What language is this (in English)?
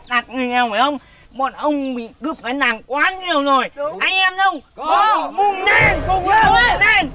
Vietnamese